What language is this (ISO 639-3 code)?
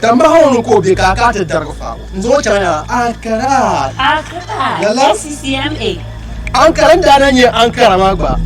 dag